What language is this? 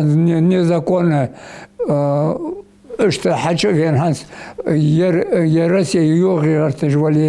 Ingush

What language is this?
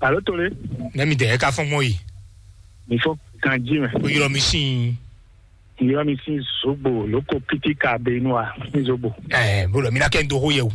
Fon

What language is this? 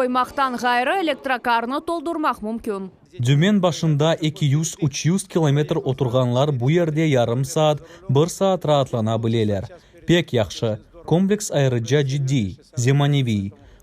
Crimean Tatar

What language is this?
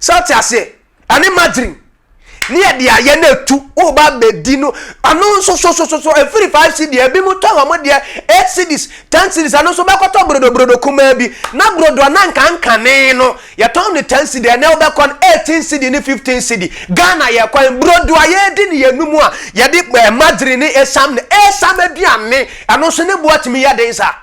Akan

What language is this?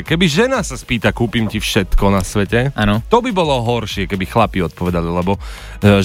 Slovak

